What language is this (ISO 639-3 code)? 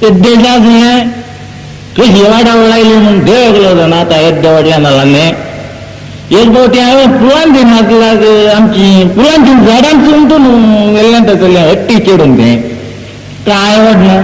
kok